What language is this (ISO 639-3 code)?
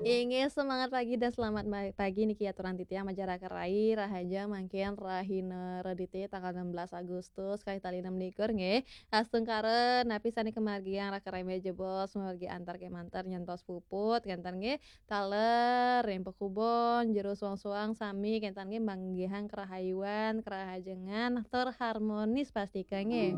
ban